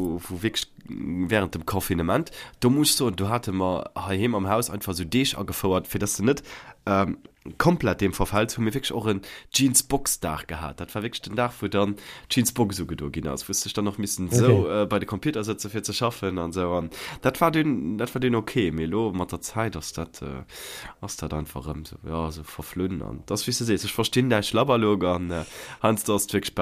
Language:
Luxembourgish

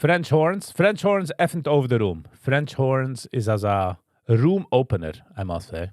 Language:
Yiddish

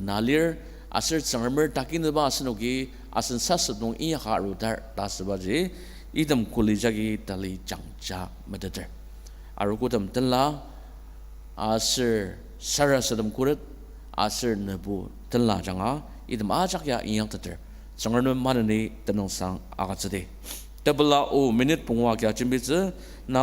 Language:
Ao Naga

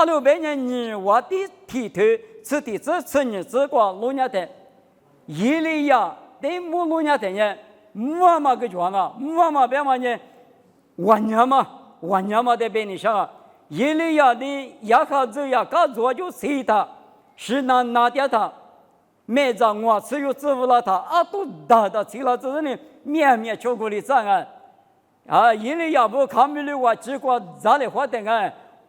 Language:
Lisu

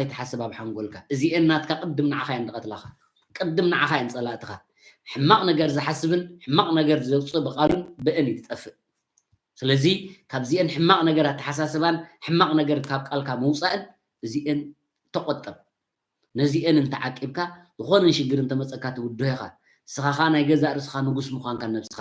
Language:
Tigrinya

